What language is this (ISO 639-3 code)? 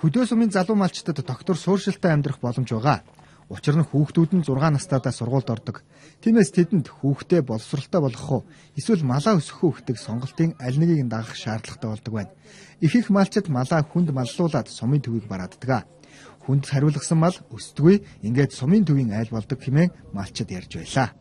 mon